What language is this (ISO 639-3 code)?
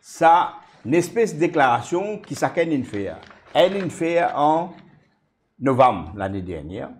mfe